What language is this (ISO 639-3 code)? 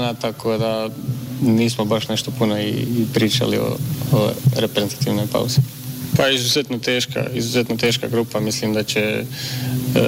bos